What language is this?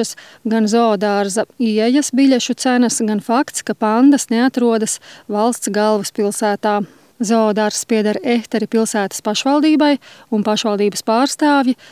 Latvian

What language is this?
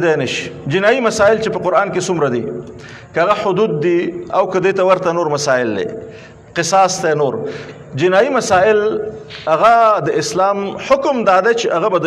Pashto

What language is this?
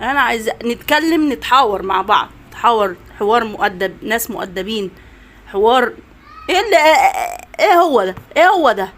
Egyptian Arabic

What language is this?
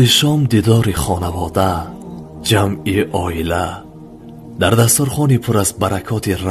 Tajik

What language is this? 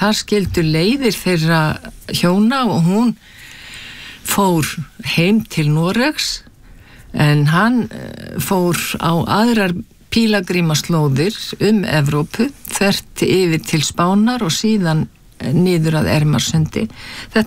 Icelandic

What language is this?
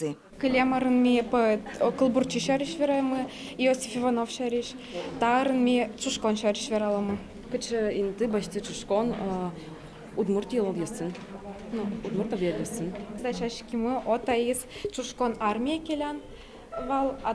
Udmurt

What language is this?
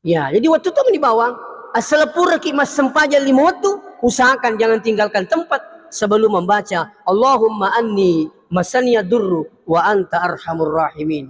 Buginese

